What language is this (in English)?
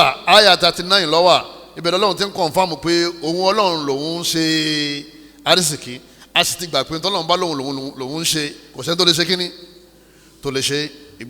Yoruba